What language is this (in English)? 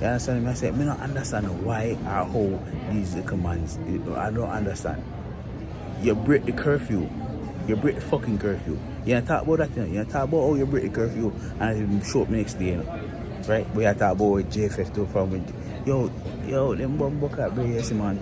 Jamaican Creole English